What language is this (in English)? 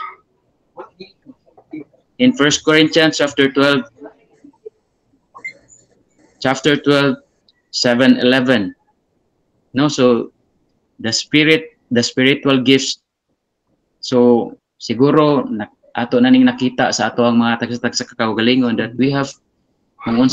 Cebuano